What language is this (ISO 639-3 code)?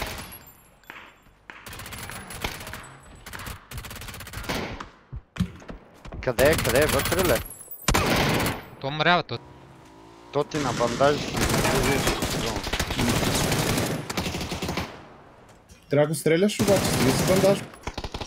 bul